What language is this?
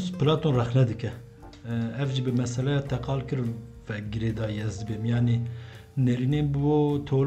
Kurdish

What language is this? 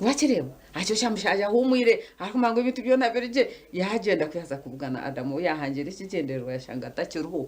Nyankole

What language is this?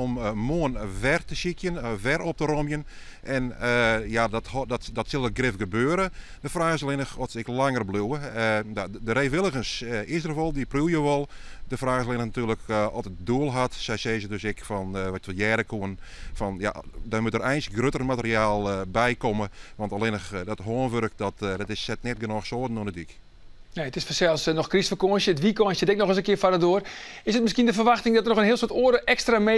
Western Frisian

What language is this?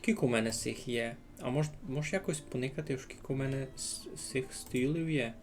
Rusyn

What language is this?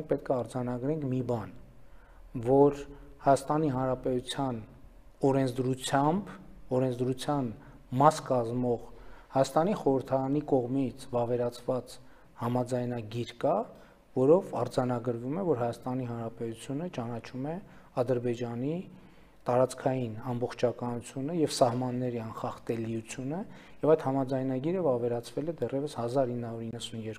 Armenian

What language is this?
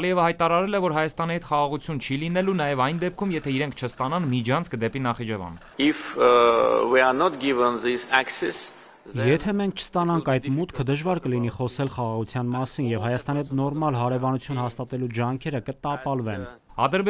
Armenian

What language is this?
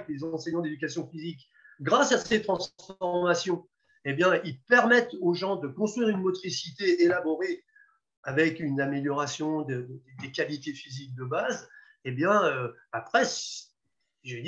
French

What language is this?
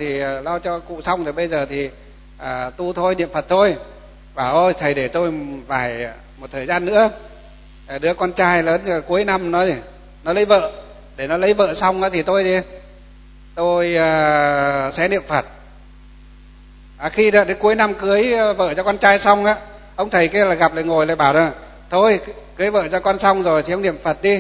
Vietnamese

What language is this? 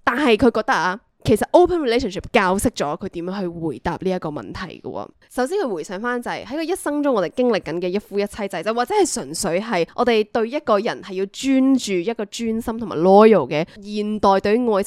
Cantonese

